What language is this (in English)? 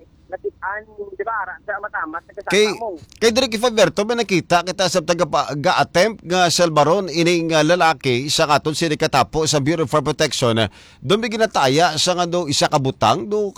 Hiligaynon